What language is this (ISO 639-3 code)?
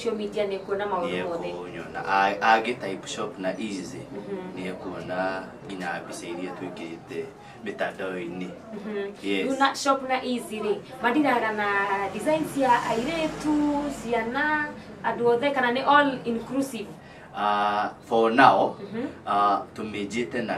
kik